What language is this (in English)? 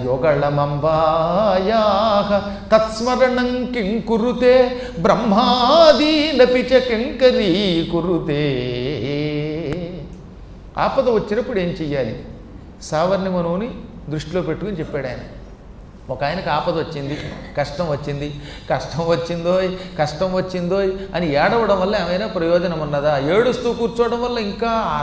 Telugu